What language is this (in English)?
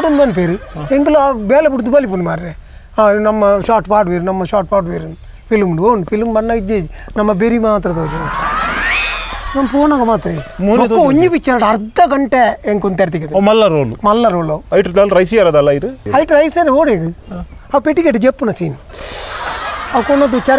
Tulu